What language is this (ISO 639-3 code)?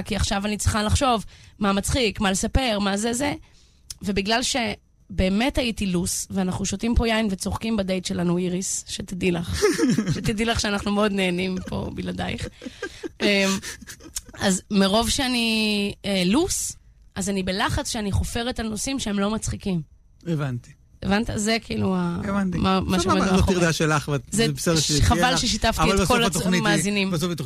heb